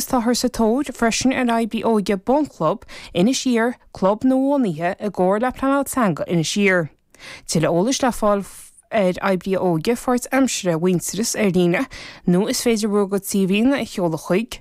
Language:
Irish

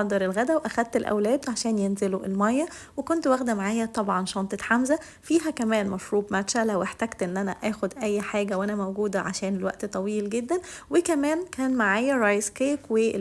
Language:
Egyptian Arabic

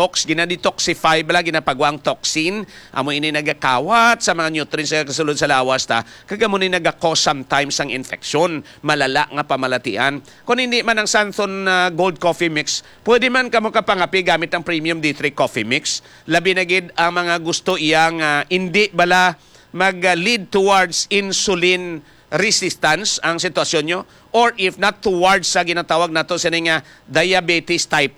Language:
Hiligaynon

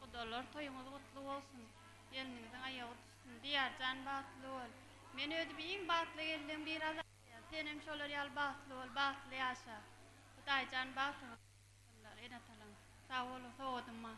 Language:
Turkmen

